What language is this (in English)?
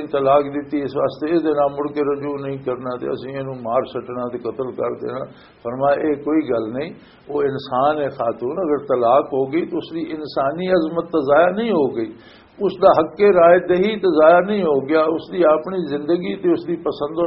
Western Panjabi